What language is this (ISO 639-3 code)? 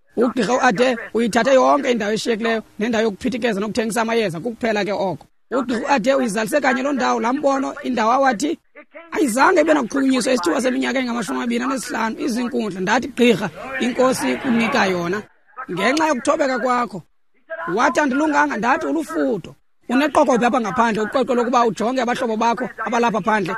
xho